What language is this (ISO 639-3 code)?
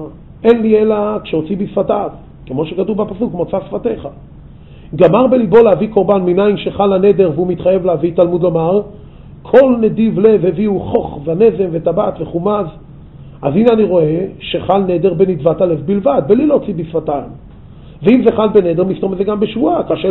heb